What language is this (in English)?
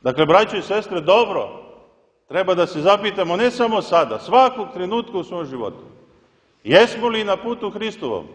Serbian